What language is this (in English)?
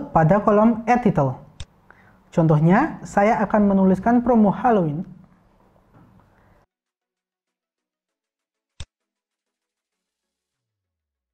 Indonesian